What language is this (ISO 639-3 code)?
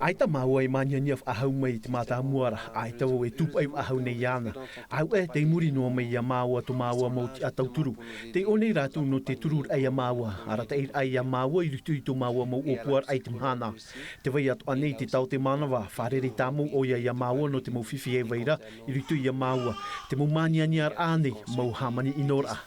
tah